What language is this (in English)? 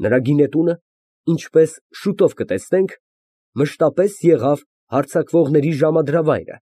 Armenian